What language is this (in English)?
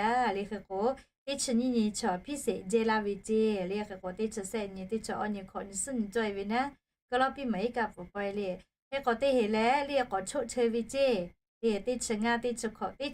Lahu